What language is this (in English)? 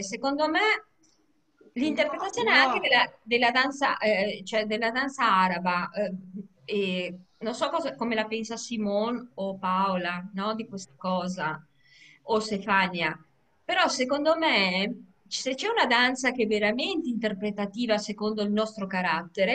Italian